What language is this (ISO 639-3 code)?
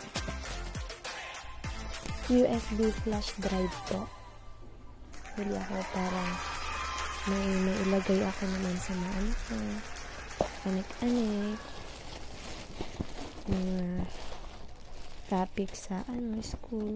fil